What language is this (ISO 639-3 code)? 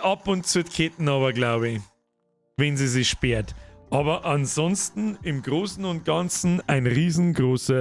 bar